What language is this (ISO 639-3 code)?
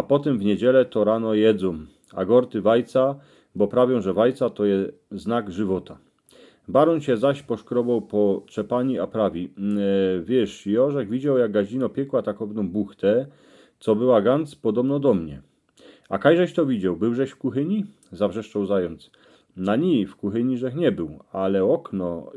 szl